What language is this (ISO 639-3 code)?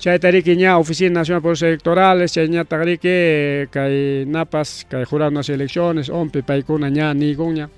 quy